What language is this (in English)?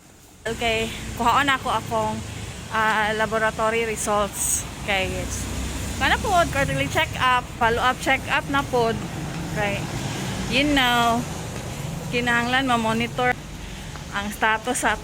Cebuano